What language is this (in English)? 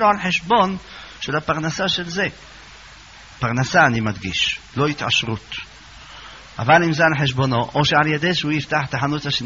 Hebrew